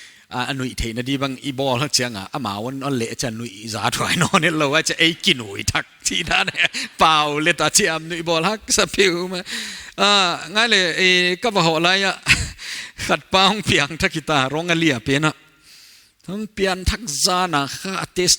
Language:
Paite Chin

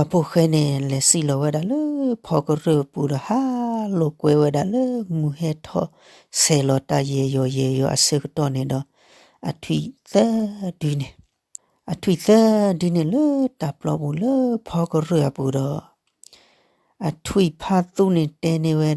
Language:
S'gaw Karen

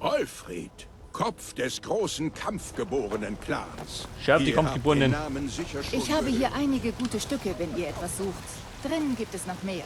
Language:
Bavarian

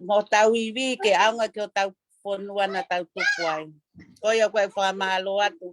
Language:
Tongan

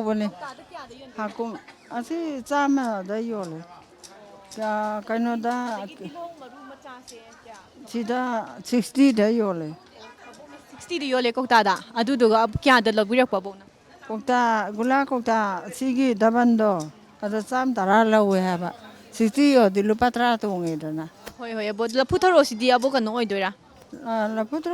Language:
Manipuri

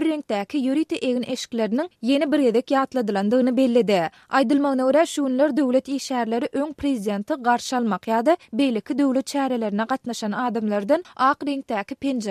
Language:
Turkmen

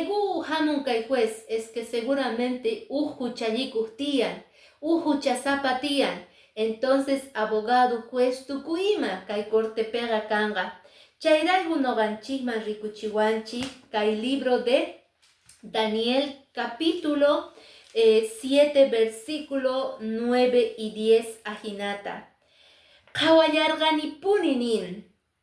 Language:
Quechua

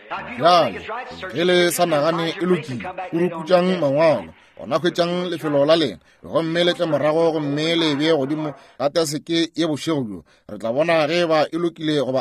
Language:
Northern Sotho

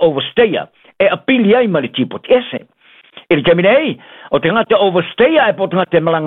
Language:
Samoan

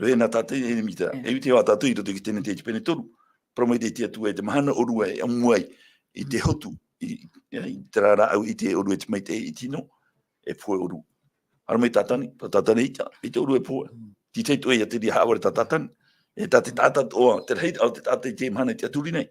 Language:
Tahitian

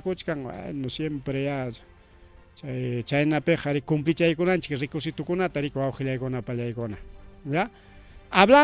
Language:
Ayacucho Quechua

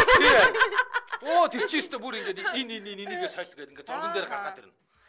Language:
Mongolian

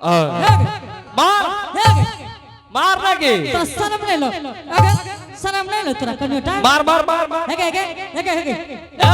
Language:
Angika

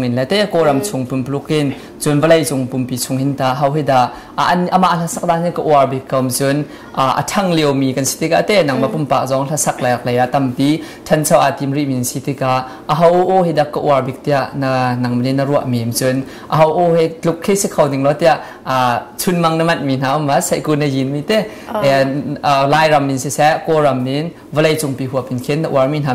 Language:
Hakha Chin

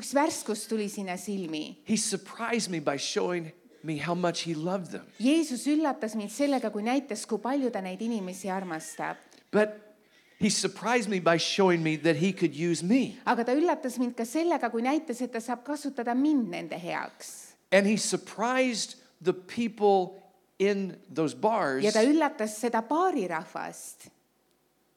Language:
Estonian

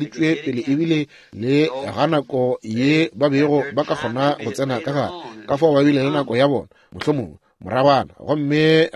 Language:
Northern Sotho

